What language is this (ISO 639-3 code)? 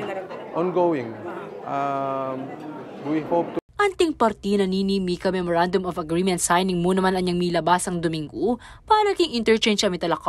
pam